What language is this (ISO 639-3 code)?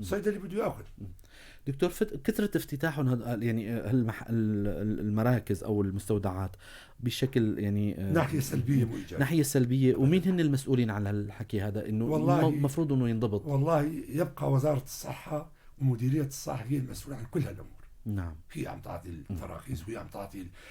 apc